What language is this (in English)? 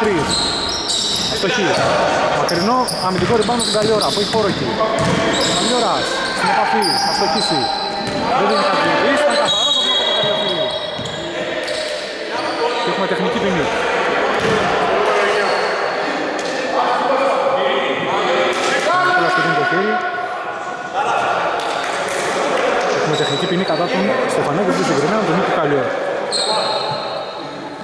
Greek